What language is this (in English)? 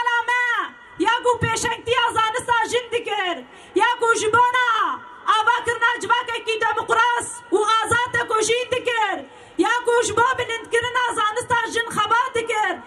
Kurdish